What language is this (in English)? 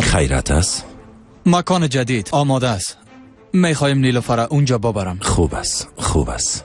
Persian